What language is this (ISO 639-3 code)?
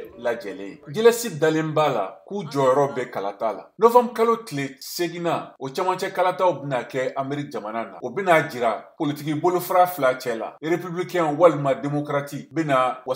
bam